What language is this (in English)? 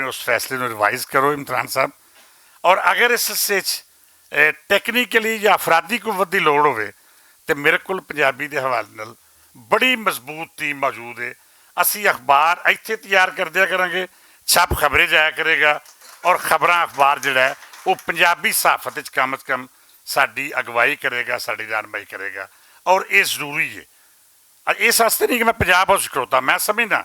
Western Panjabi